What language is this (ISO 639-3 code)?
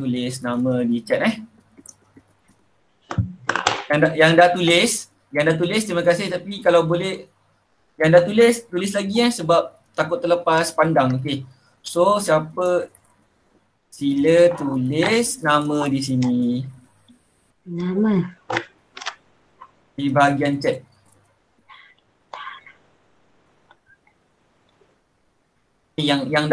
msa